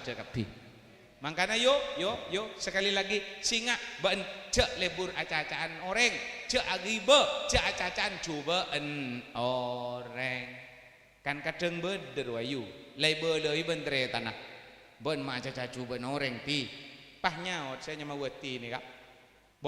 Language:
Madurese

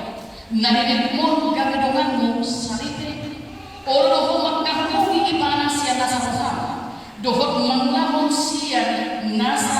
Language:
Batak Toba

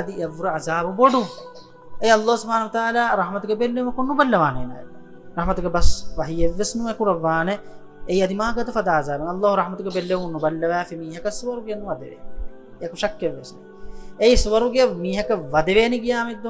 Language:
Divehi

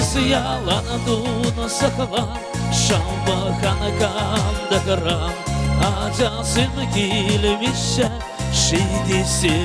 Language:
Chuvash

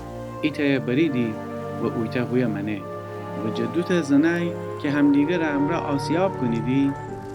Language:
Gilaki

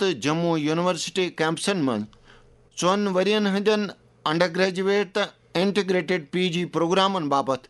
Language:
Kashmiri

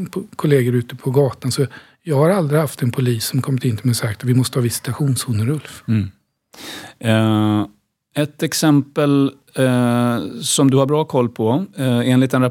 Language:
Swedish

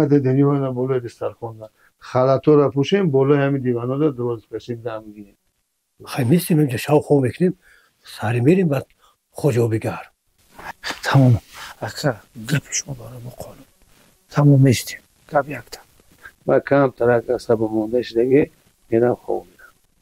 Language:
Tajik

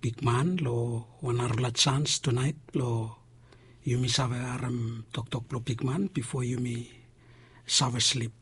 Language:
Bislama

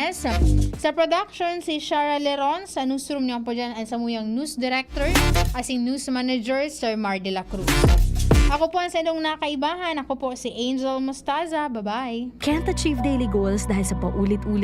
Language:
Bikol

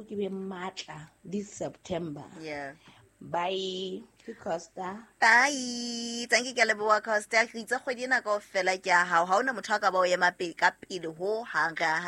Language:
Southern Sotho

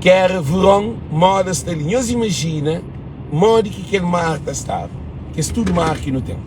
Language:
Kabuverdianu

